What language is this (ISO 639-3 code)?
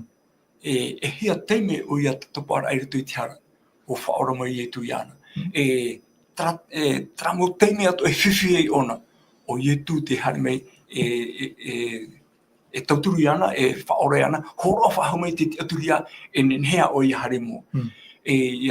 tah